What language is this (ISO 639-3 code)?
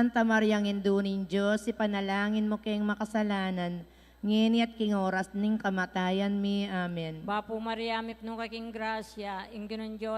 pam